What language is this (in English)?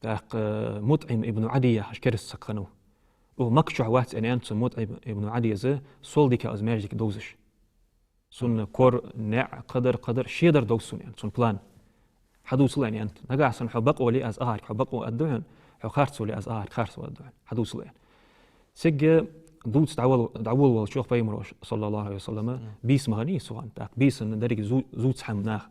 Ingush